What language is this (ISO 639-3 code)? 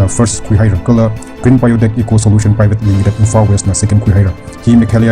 nmf